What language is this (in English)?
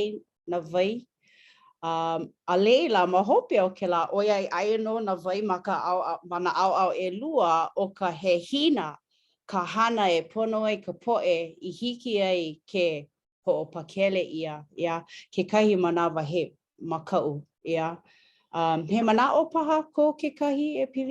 Hawaiian